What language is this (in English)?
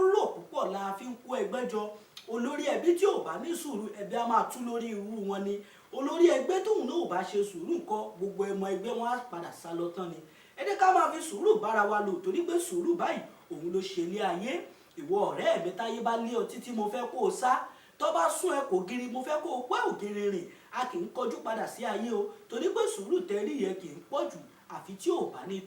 Yoruba